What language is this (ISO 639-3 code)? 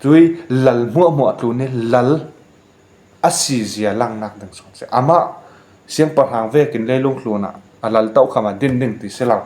cfm